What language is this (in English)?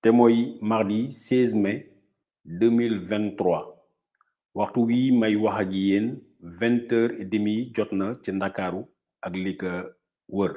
Wolof